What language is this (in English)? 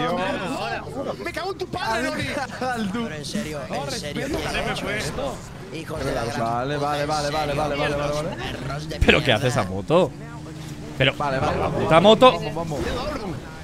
Spanish